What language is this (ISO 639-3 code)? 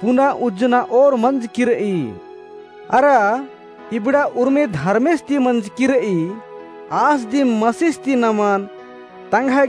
kru